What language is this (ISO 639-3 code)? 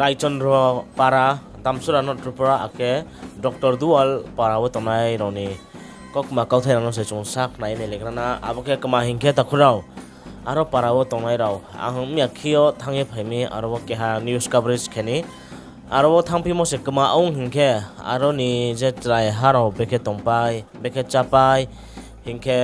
ria